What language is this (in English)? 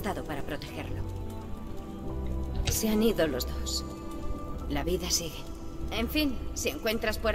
Spanish